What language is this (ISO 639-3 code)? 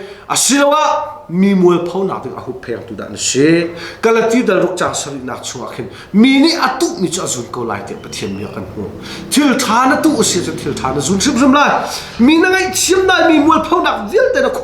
cnh